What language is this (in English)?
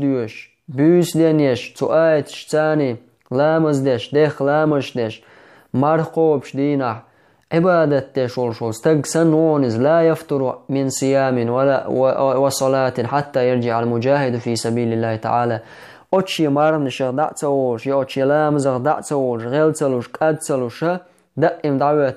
Chechen